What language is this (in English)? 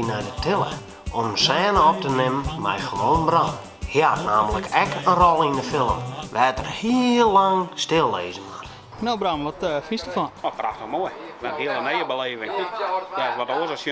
Western Frisian